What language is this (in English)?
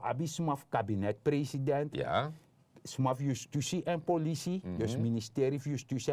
Sranan Tongo